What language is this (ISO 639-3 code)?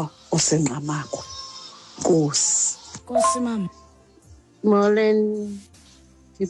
xho